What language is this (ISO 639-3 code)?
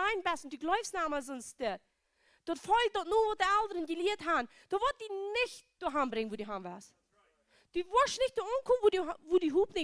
pdt